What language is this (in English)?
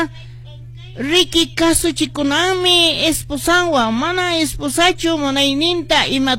Quechua